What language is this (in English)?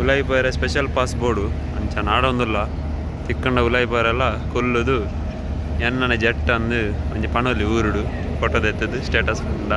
Tulu